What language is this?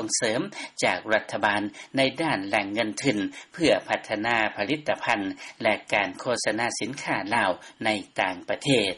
Lao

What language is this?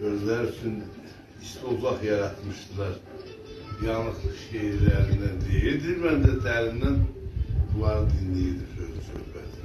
South Azerbaijani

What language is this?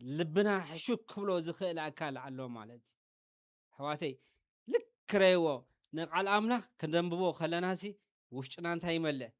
Tigrinya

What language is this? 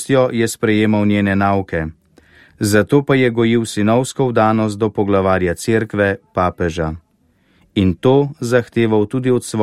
Slovenian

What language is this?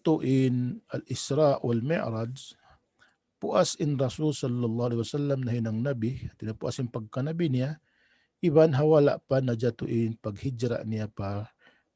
Tausug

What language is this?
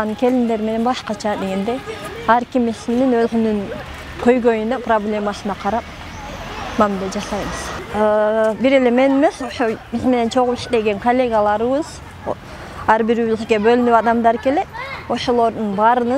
Kyrgyz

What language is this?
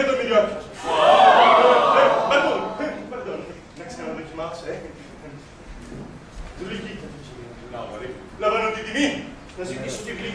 Greek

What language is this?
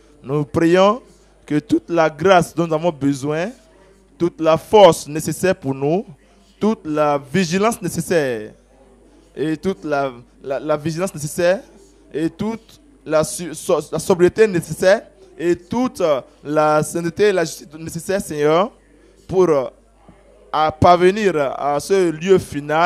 French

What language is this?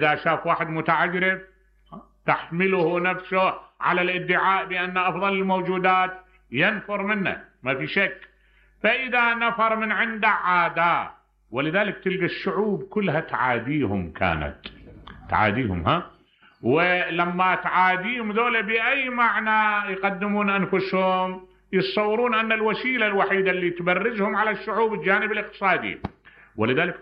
Mesopotamian Arabic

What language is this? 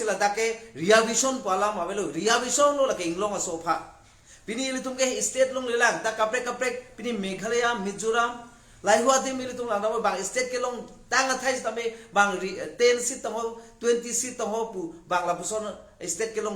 Karbi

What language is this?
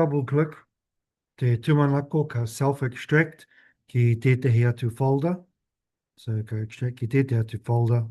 Māori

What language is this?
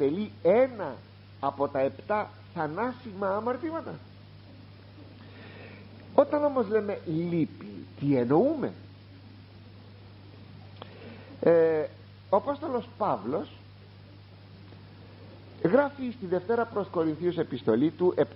Greek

